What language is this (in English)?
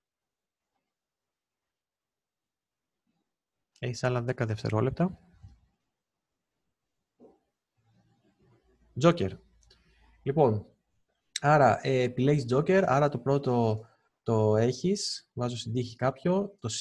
Greek